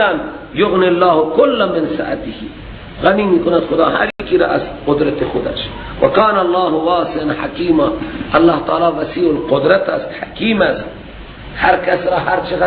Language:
Persian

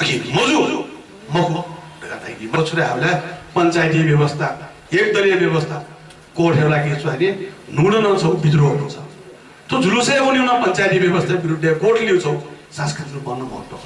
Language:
Newari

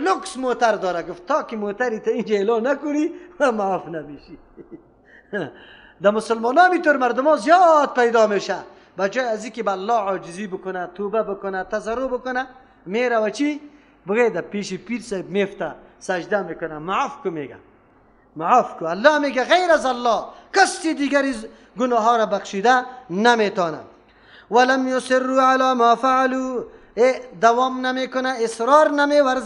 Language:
Persian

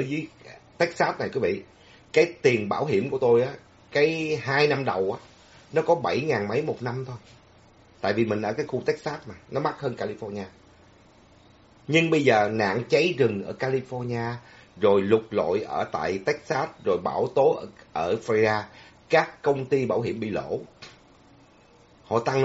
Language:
Vietnamese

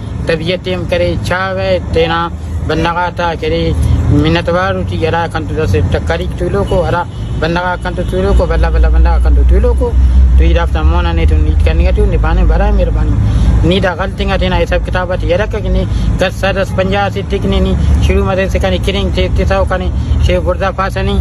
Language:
Brahui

